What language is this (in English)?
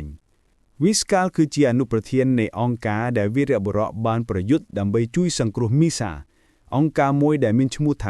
Khmer